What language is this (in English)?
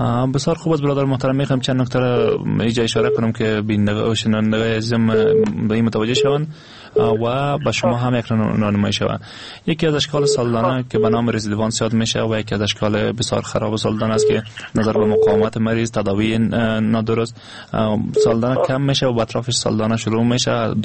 Persian